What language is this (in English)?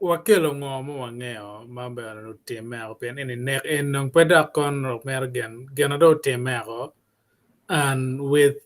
Acoli